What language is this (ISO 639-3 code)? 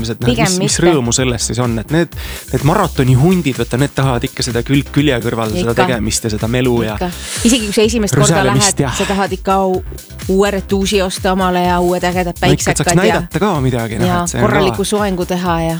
est